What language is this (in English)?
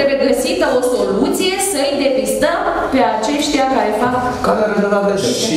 Romanian